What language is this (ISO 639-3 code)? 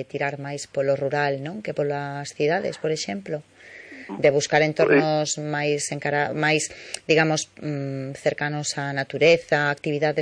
glg